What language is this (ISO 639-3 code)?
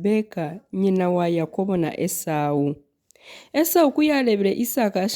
nyn